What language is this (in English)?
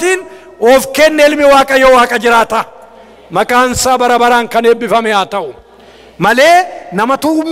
Oromo